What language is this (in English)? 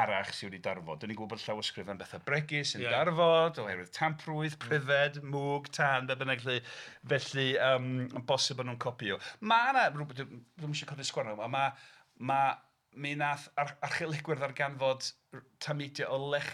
Welsh